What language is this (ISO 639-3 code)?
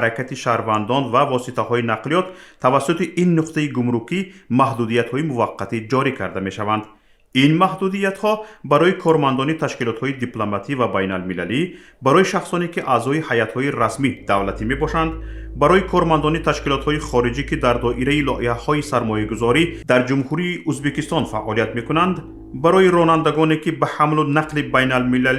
tgk